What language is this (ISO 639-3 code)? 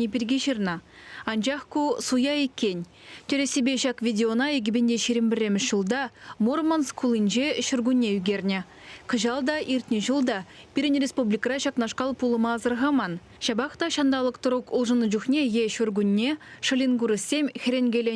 chv